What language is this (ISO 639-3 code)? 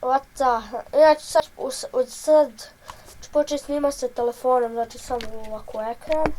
bos